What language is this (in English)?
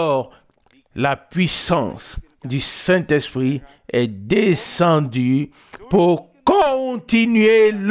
French